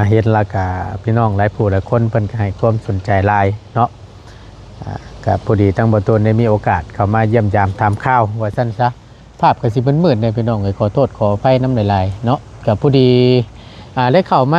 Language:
Lao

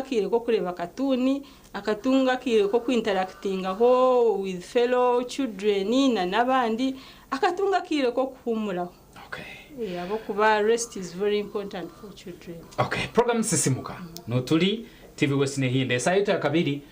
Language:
Nyankole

